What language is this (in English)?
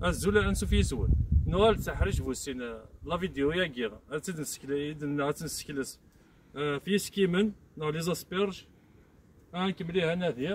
Kabyle